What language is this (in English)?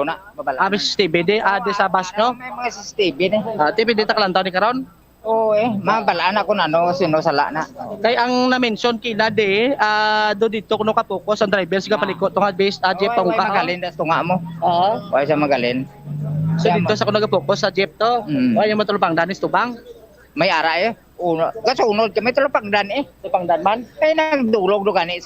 Hiligaynon